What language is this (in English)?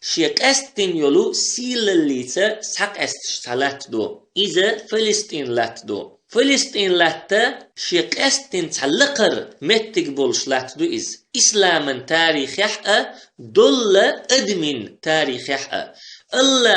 Chechen